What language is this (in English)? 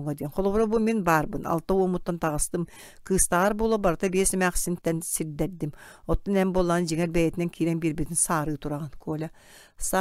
Yakut